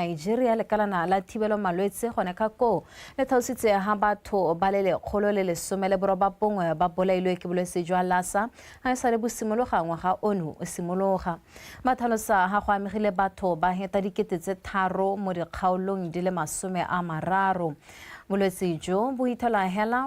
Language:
Tswana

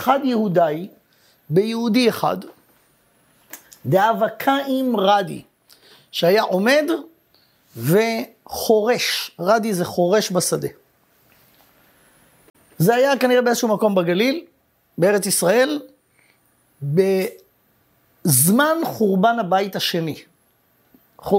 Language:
Hebrew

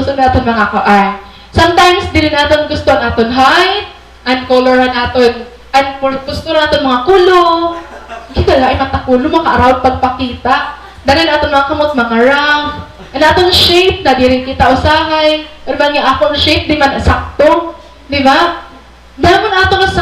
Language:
Waray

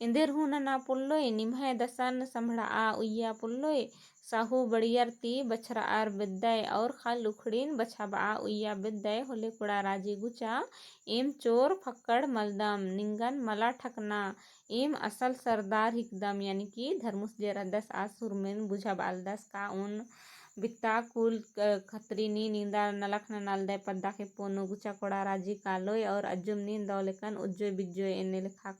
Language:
Kurukh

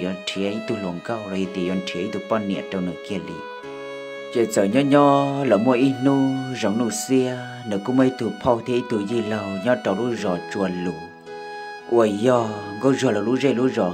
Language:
Hmong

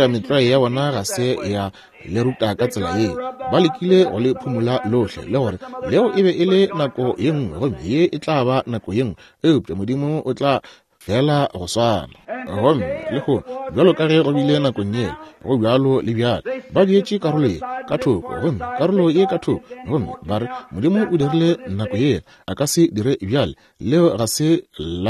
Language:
Northern Sotho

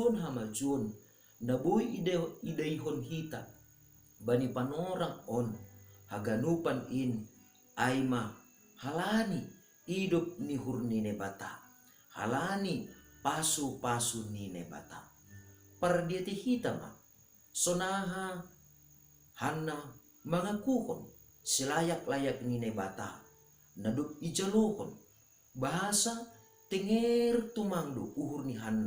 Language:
Batak Simalungun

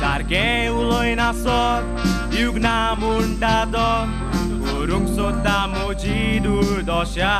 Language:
Konkani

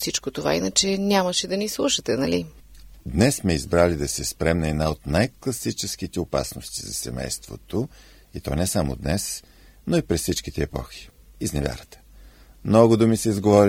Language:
Bulgarian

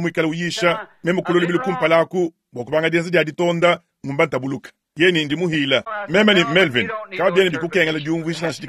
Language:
Luba-Lulua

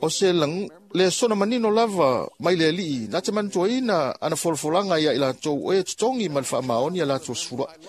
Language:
Samoan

